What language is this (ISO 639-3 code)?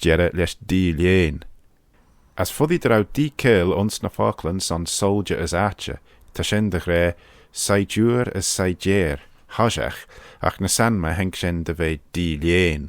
glv